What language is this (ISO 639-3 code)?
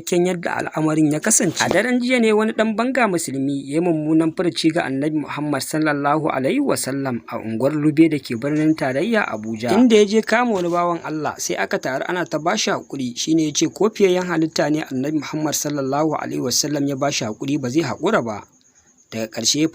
hau